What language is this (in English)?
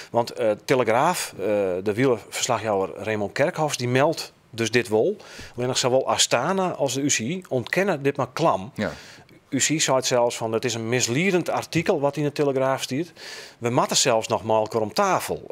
Western Frisian